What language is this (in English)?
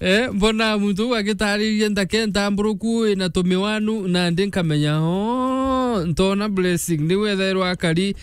Meru